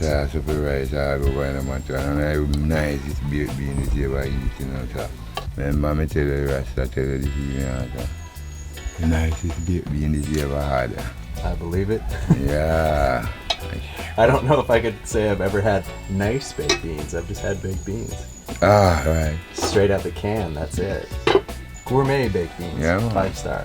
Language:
Jamaican Creole English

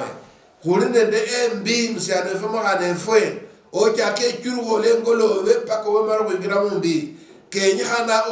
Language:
Luyia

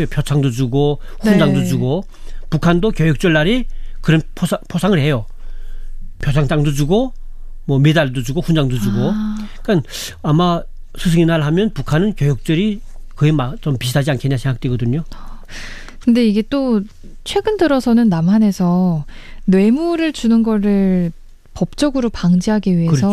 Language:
Korean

